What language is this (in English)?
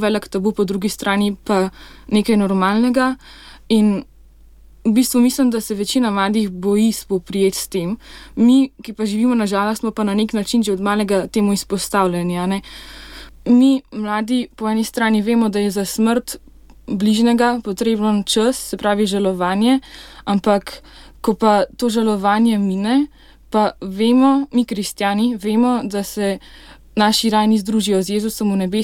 Slovenian